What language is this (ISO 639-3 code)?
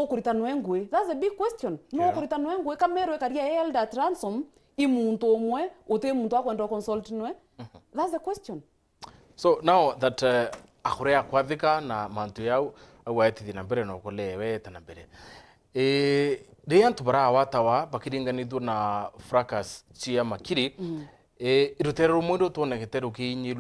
mer